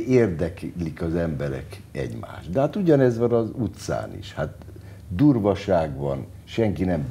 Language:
Hungarian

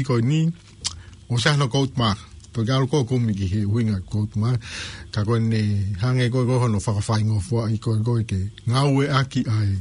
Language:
Tongan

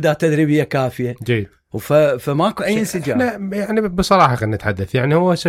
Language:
Mesopotamian Arabic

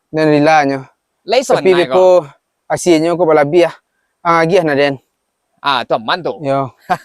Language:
Minangkabau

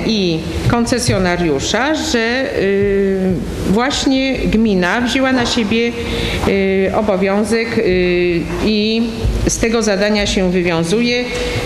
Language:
Polish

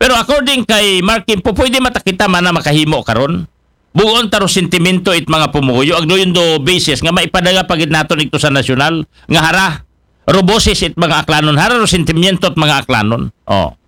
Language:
Aklanon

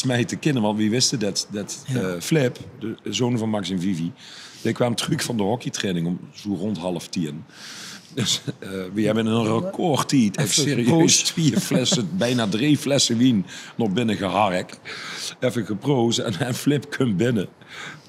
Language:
Limburgish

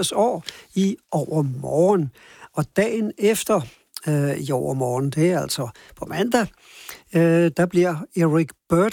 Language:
Danish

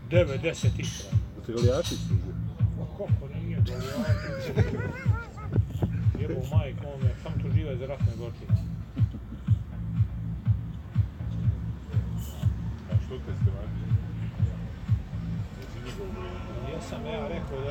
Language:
Bosnian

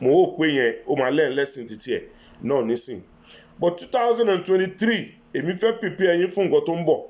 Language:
Yoruba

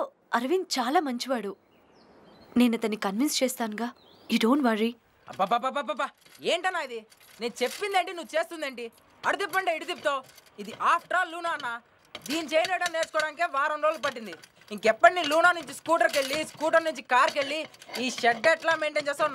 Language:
Telugu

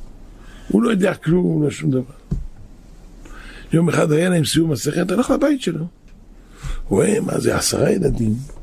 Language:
Hebrew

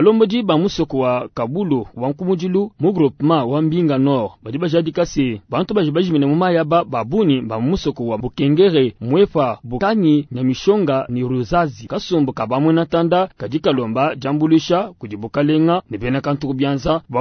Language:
Luba-Lulua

